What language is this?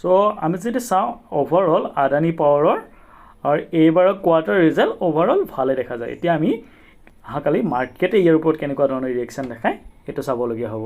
Assamese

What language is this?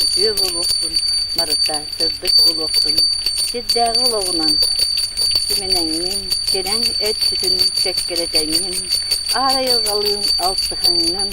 Yakut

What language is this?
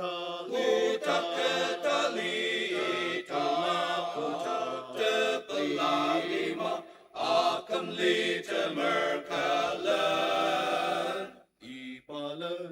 Ao Naga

